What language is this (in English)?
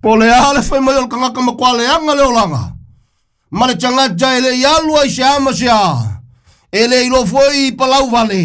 Samoan